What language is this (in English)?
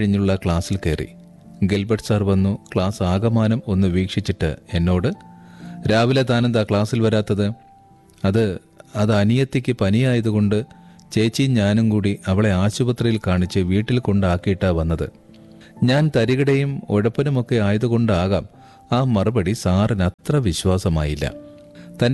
Malayalam